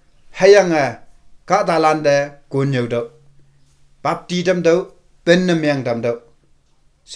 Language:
Konyak Naga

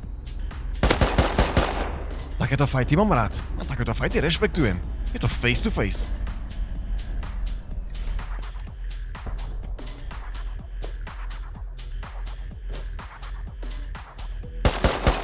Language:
Slovak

